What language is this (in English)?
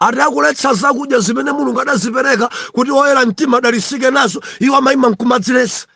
Nyanja